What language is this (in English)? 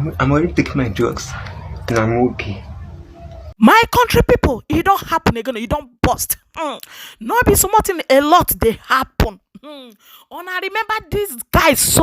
Nigerian Pidgin